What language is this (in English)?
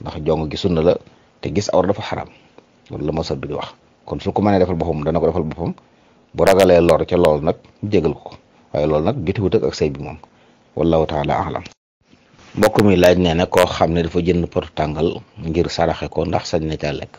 Wolof